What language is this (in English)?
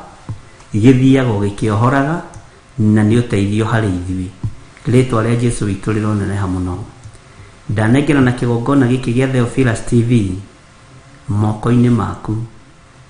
Kikuyu